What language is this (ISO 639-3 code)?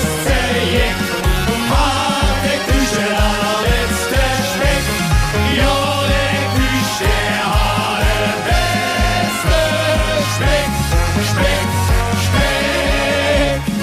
lim